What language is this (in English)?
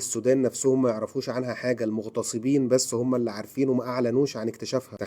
Egyptian Arabic